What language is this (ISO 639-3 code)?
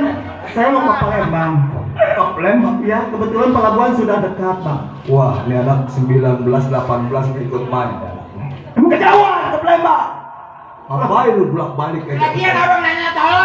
bew